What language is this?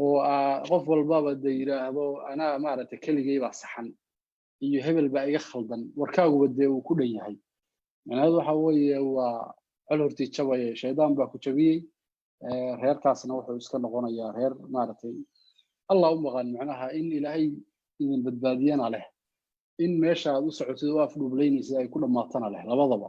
Somali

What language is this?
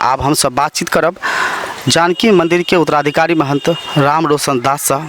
Maithili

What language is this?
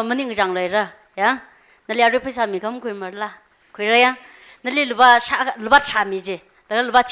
Tangkhul Naga (India)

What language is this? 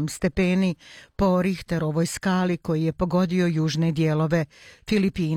Bosnian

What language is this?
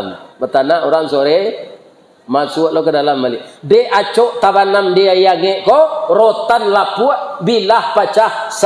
Minangkabau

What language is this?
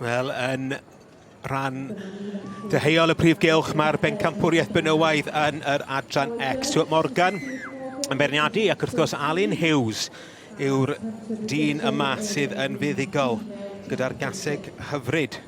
Welsh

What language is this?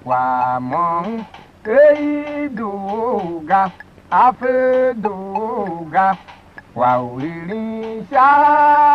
Tiv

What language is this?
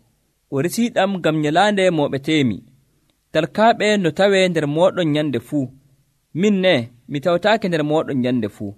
Nigerian Fulfulde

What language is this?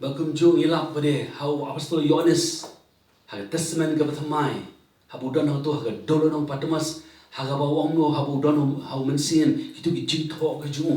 Khasi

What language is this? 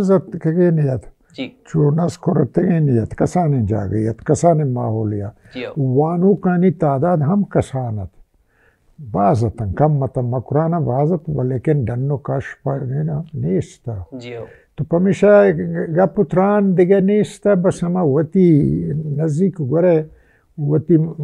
Baluchi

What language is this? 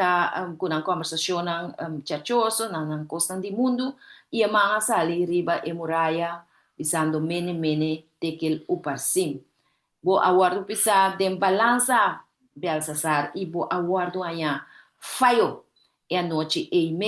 Papiamento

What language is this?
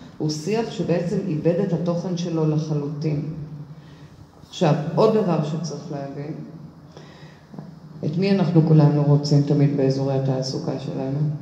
Hebrew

